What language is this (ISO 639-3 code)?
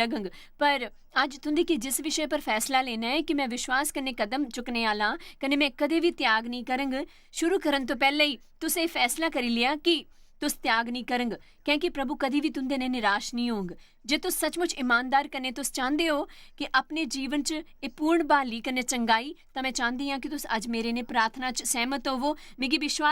doi